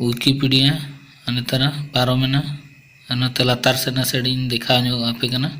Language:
Santali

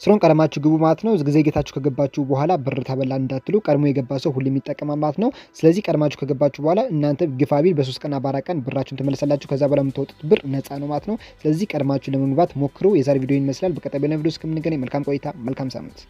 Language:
Amharic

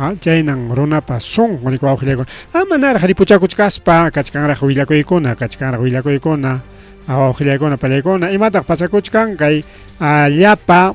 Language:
Ayacucho Quechua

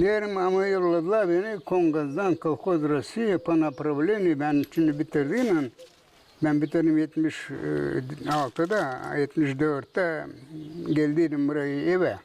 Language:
Gagauz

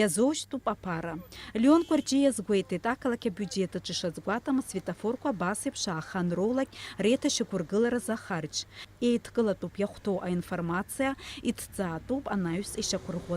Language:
Abkhazian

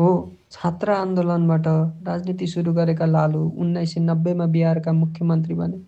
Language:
Nepali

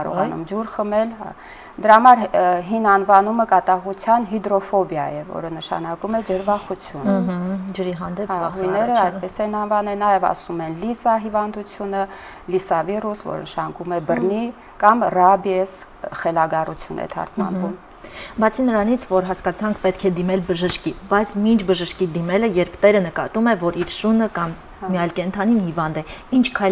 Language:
Armenian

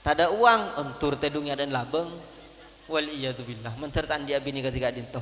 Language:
Madurese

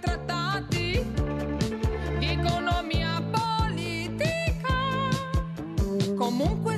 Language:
Italian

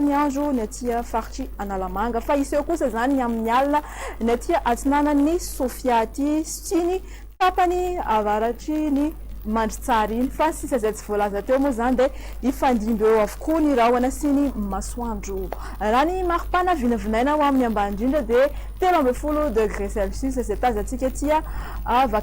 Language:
Malagasy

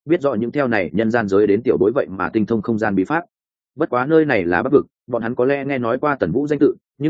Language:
Vietnamese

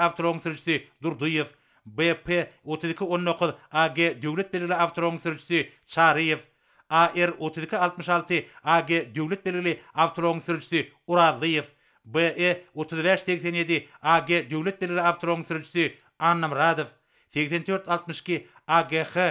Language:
Turkmen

